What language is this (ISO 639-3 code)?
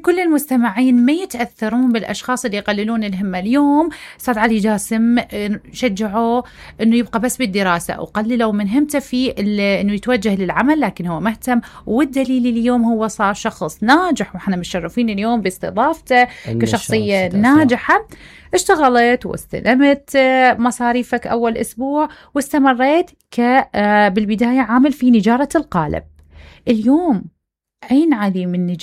acm